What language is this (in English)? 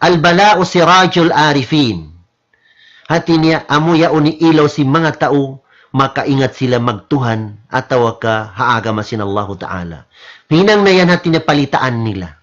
Tausug